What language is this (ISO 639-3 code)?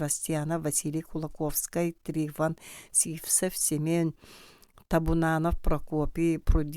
sah